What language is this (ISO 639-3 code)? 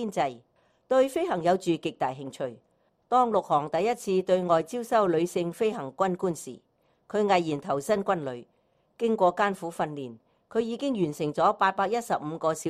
yue